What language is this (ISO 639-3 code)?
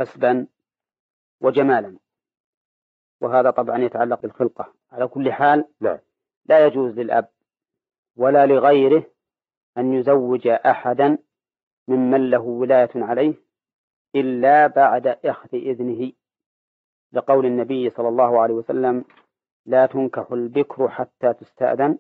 ara